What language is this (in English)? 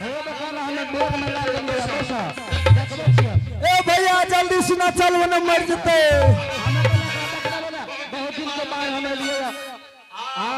Angika